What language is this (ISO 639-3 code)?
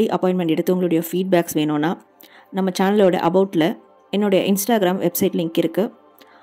tam